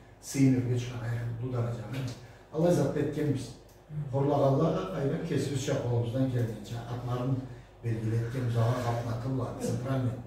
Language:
Karachay-Balkar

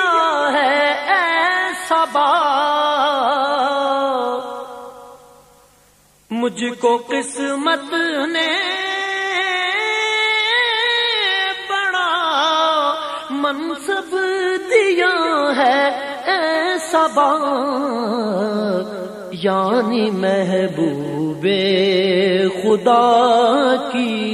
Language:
Urdu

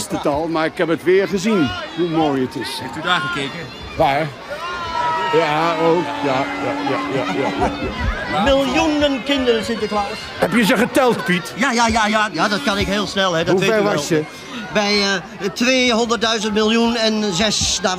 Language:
Dutch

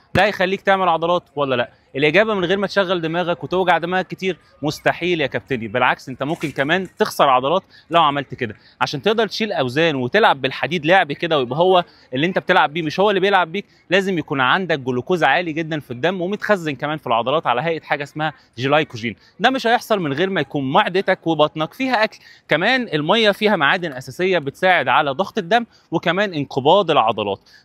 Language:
Egyptian Arabic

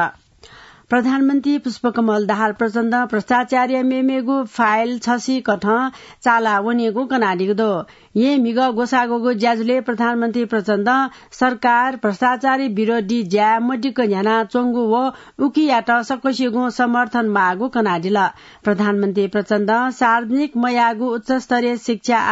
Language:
Newari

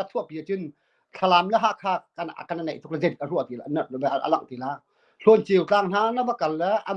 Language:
Hakha Chin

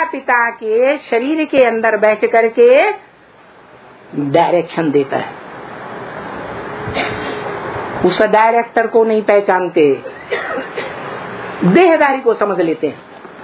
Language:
Hindi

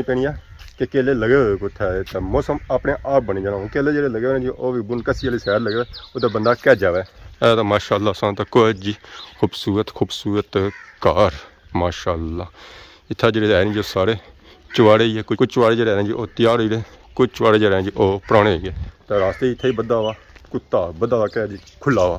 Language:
Pahari-Potwari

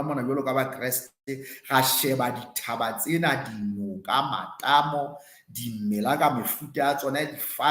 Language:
Southern Sotho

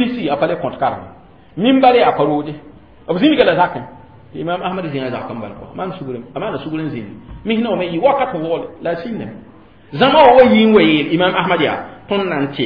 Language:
Mossi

